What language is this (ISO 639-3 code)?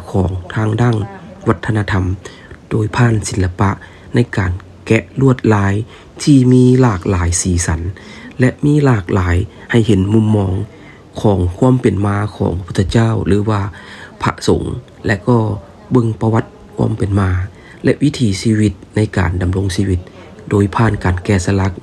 lao